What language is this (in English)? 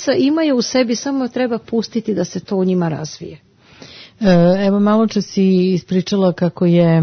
Serbian